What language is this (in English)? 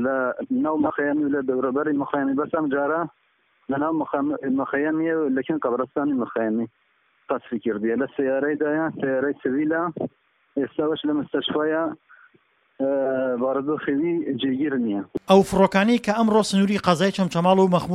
Central Kurdish